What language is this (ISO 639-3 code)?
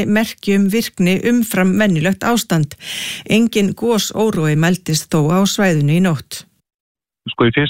isl